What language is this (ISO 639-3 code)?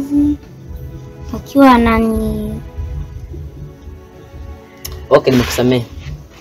swa